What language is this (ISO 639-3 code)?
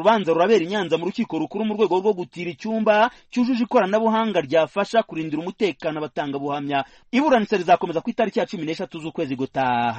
kin